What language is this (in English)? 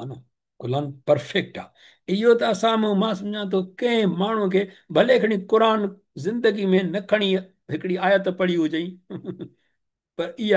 Sindhi